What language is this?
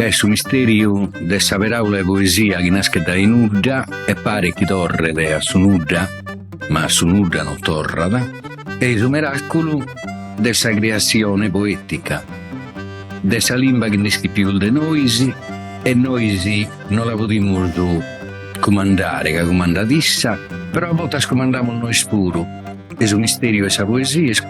Sardinian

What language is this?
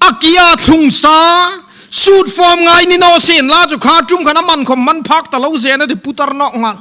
Hmar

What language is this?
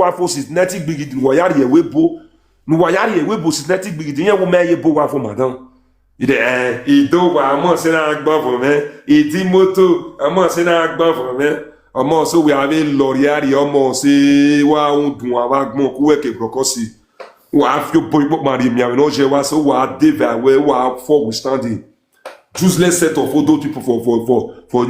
Nigerian Pidgin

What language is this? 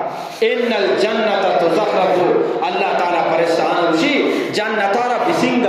Eastern Balochi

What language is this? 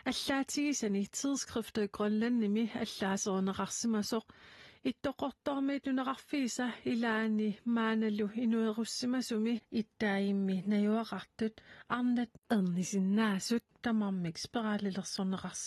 Kalaallisut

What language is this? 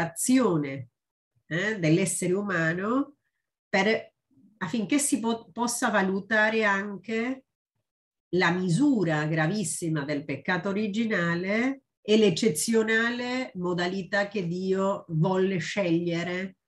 Italian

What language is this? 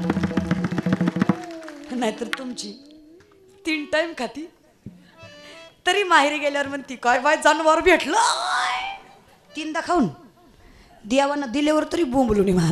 Marathi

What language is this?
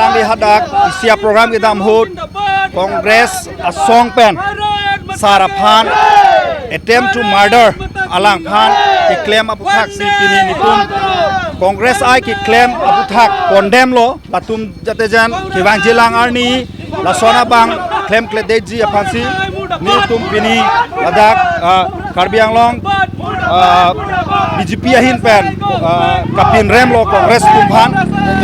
Karbi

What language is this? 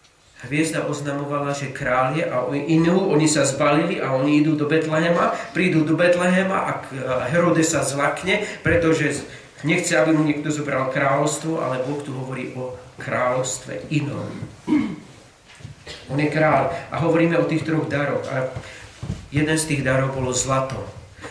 Slovak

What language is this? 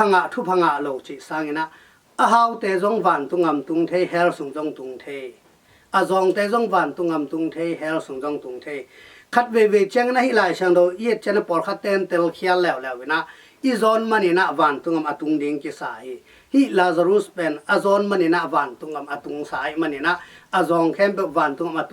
Tedim Chin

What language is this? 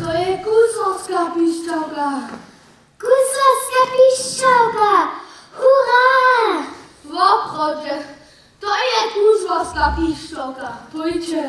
Upper Sorbian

